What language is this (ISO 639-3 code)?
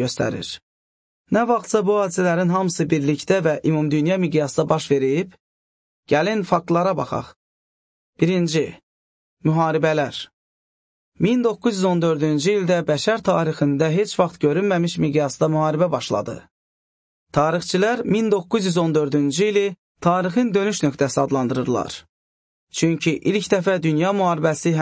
aze